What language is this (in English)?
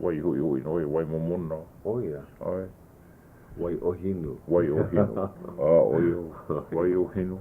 Hawaiian